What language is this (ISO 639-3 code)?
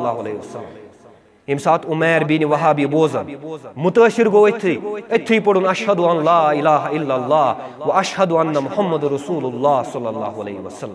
kas